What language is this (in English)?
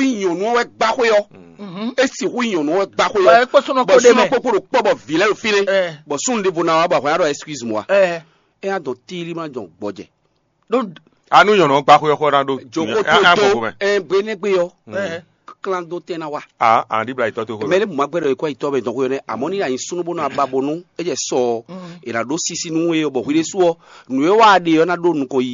Fon